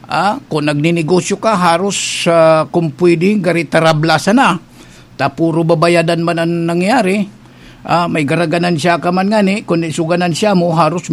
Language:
Bikol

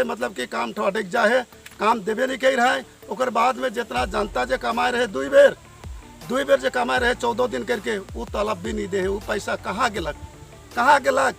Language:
Sadri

